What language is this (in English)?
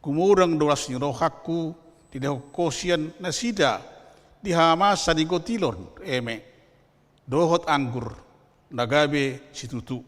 Batak Toba